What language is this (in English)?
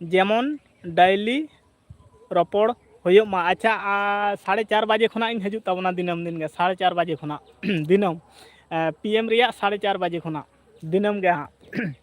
Santali